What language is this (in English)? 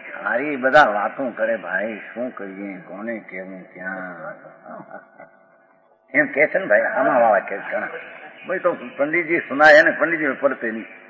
Gujarati